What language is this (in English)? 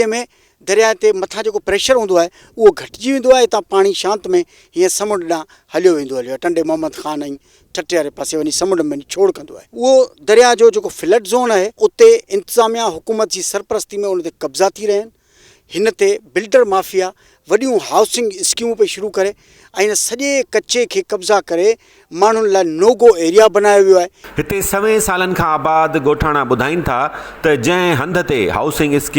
Sindhi